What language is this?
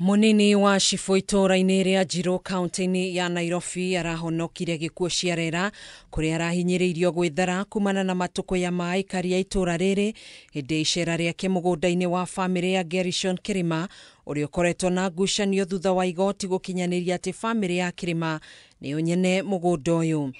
Kikuyu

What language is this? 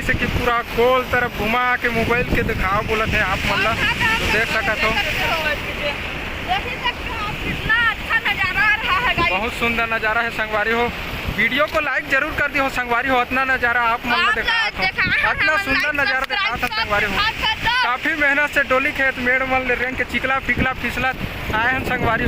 Chhattisgarhi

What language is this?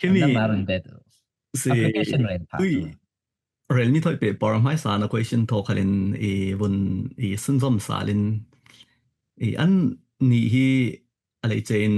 Falam Chin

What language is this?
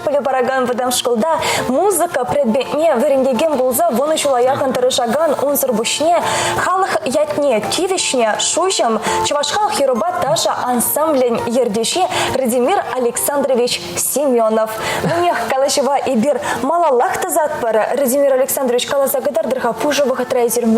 Chuvash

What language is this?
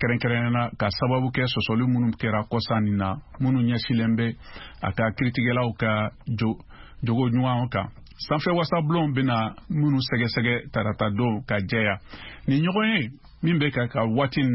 Bambara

